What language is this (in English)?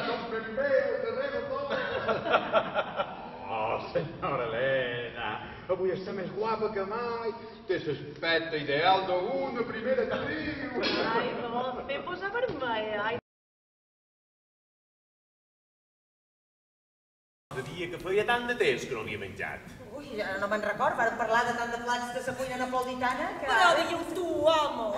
Catalan